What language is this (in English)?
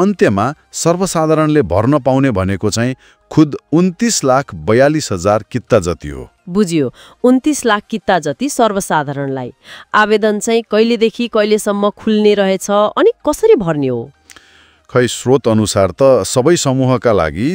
Nepali